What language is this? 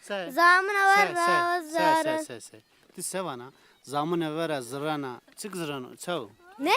Zaza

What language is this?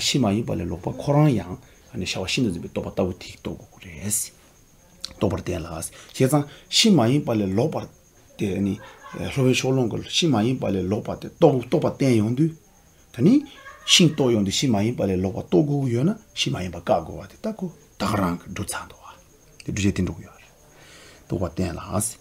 Tibetan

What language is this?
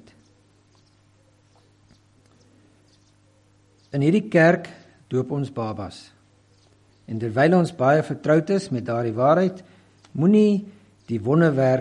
Afrikaans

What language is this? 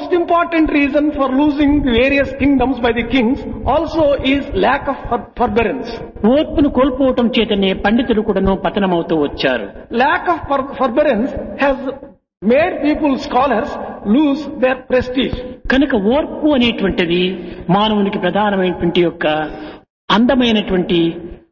Telugu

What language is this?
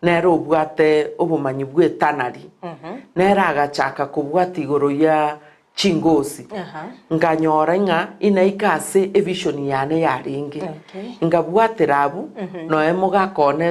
Gusii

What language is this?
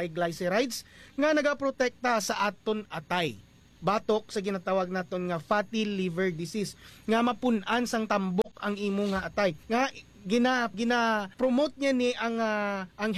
Hiligaynon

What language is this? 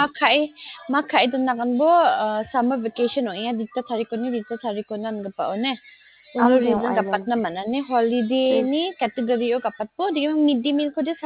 Garo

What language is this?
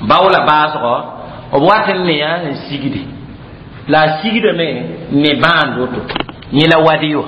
Mossi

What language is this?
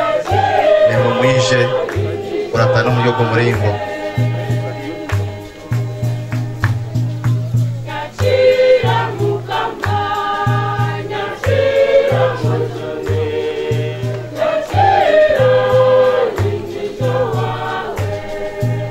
Kinyarwanda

